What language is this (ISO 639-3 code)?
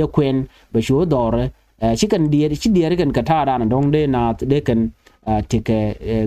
nus